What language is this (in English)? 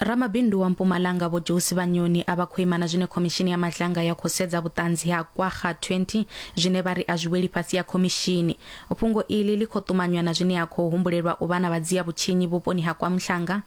Venda